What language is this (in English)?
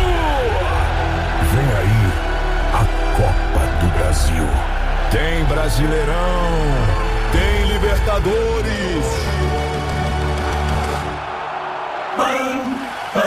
Portuguese